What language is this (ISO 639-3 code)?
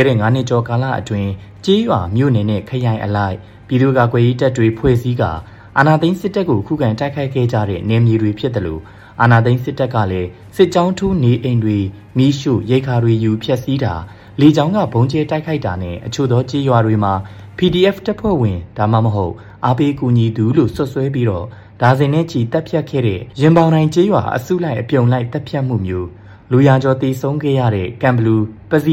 mya